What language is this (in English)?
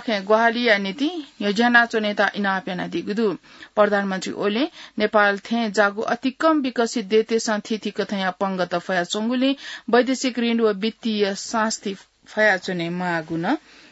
Newari